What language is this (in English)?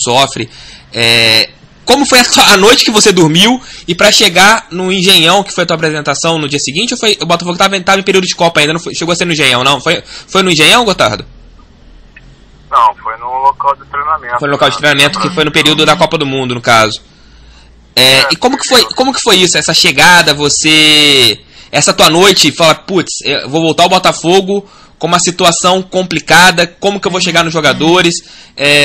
Portuguese